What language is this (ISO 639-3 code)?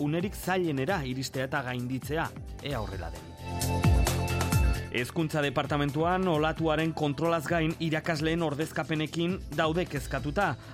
eus